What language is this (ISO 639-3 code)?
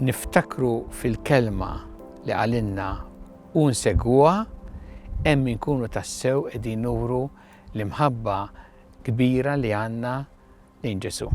mlt